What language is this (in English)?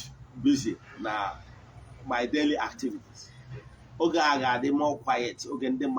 Igbo